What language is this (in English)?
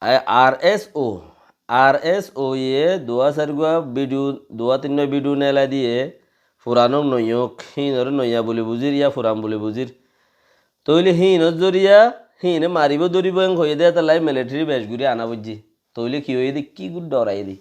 Rohingya